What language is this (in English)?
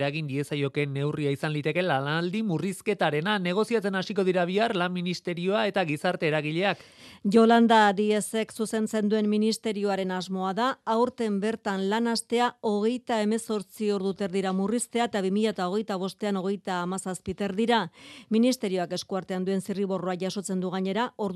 Basque